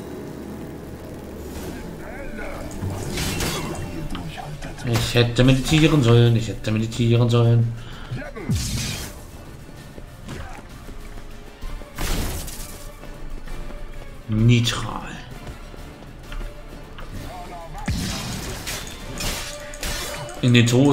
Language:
German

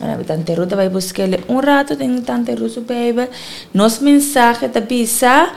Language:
Papiamento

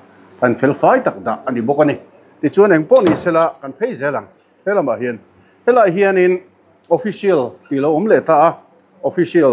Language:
Mizo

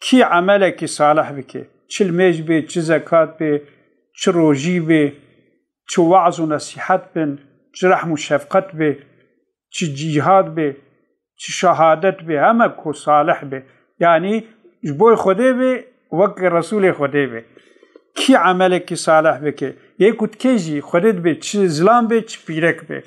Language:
Kurdish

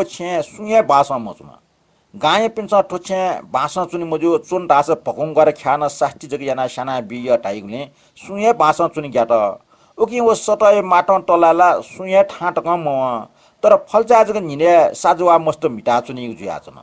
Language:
Newari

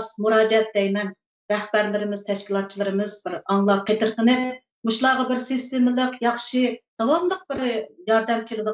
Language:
Uyghur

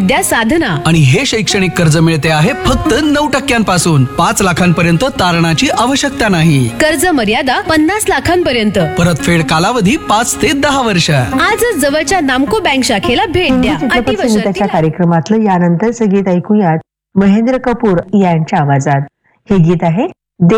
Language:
Marathi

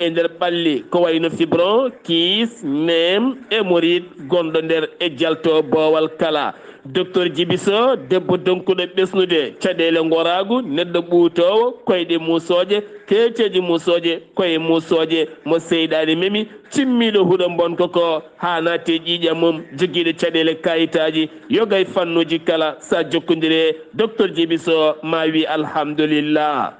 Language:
Fula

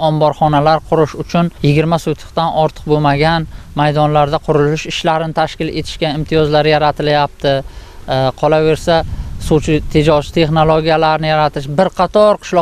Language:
Uzbek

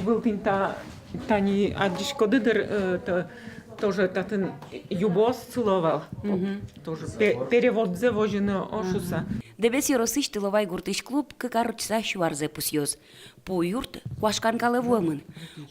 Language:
Udmurt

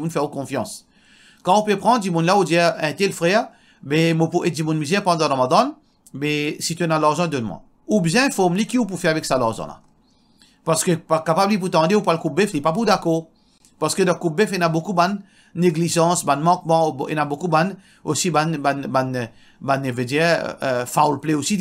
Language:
Morisyen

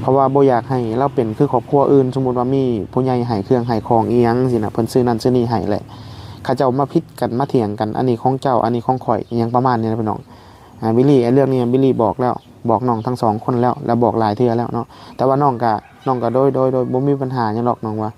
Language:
Northeastern Thai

